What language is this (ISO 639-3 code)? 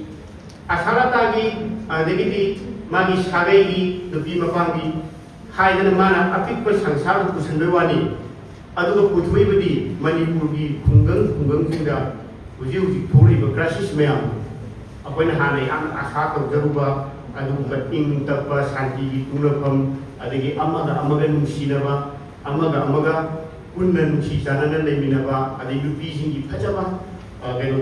mni